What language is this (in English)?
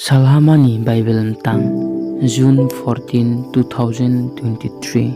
Riang (India)